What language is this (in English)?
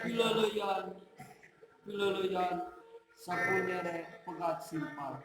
Sundanese